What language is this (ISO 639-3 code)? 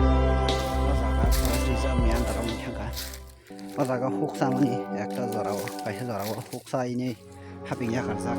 trp